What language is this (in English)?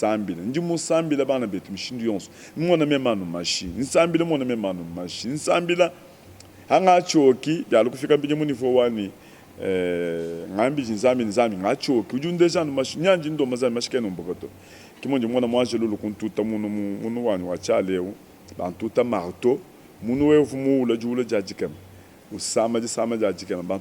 Luba-Lulua